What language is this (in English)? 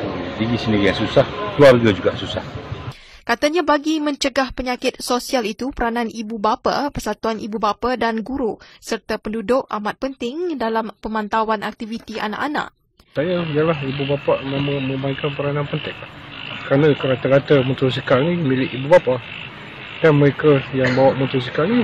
Malay